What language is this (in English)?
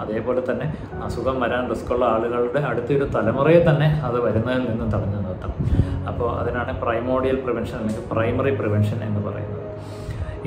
Malayalam